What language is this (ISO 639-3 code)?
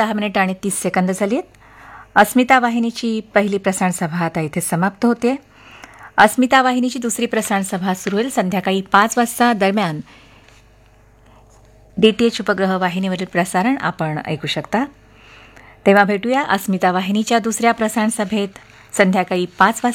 mar